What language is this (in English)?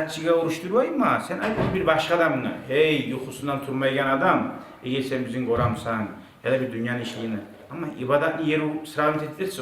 Kumyk